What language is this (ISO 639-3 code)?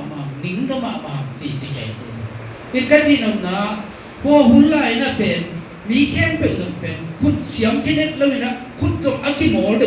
ctd